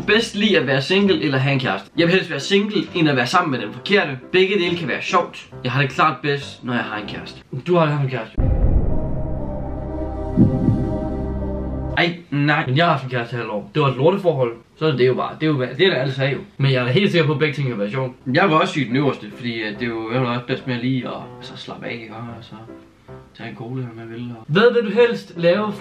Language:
Danish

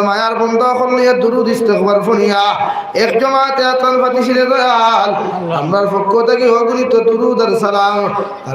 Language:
Sylheti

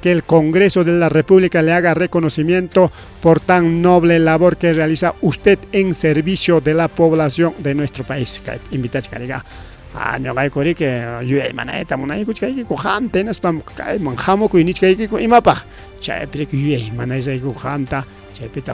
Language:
Ayacucho Quechua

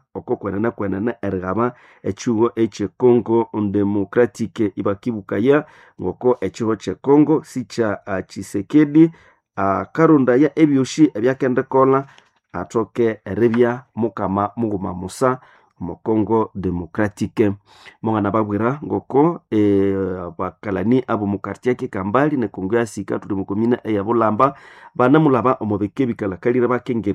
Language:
Nande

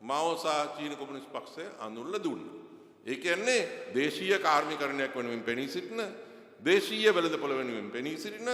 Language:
Sinhala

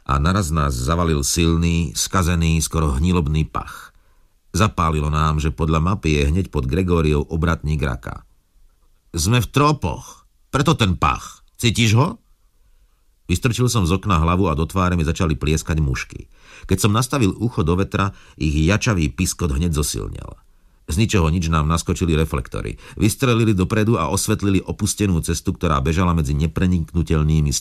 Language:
Slovak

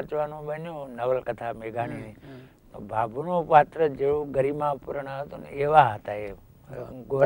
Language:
Gujarati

